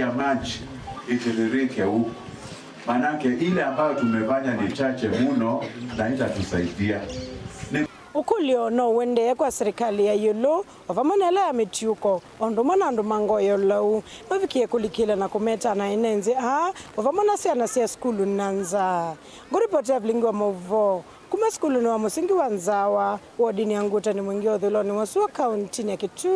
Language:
Kamba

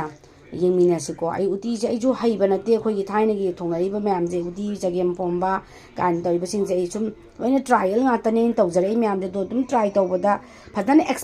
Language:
Manipuri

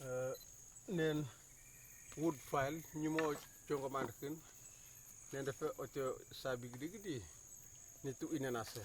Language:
Kamasau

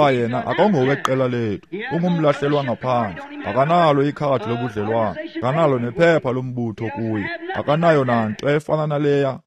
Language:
Xhosa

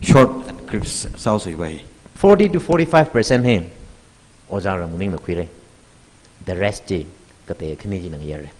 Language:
Tangkhul Naga (India)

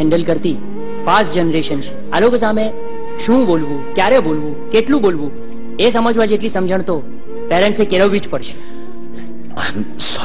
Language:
Gujarati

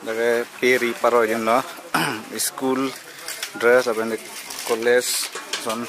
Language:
Karbi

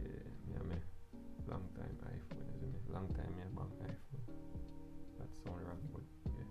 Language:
Jamaican Creole English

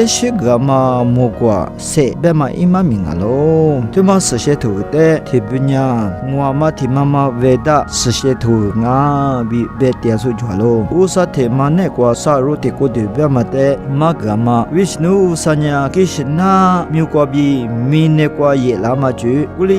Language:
Lisu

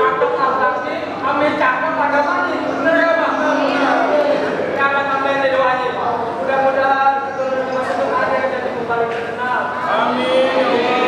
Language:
Betawi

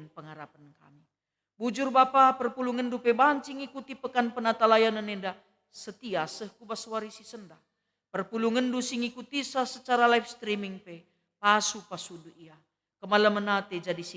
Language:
Batak Karo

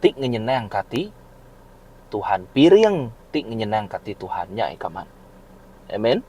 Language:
Iban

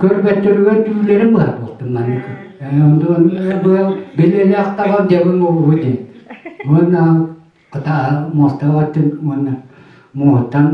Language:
Yakut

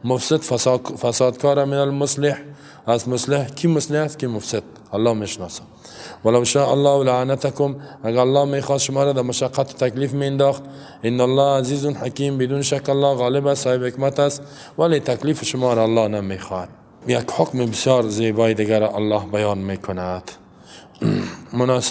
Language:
Persian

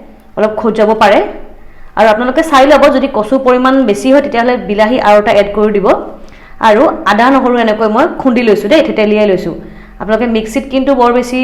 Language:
Assamese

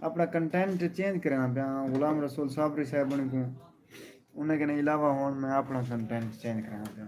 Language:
Saraiki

